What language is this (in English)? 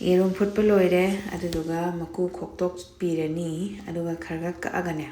Manipuri